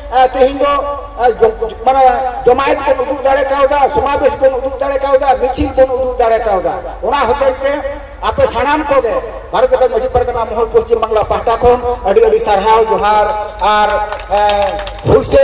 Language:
Santali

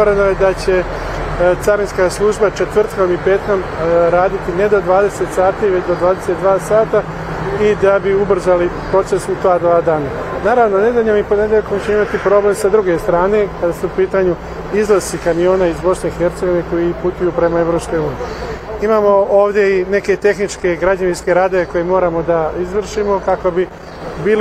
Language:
Bosnian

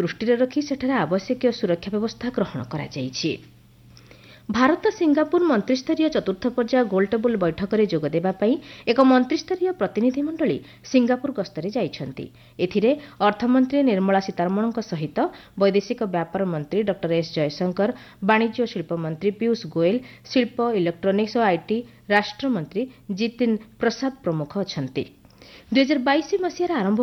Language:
Odia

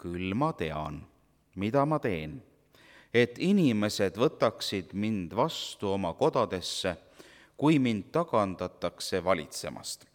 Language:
Estonian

